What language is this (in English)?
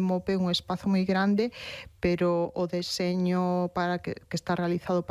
Galician